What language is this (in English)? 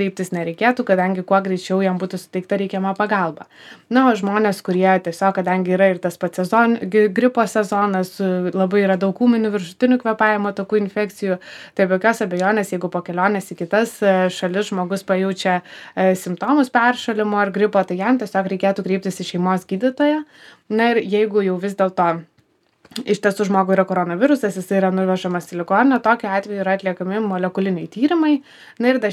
Lithuanian